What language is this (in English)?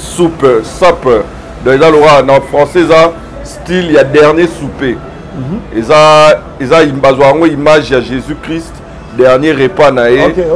Lingala